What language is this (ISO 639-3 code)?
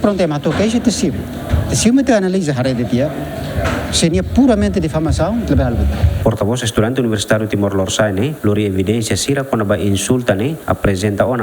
tet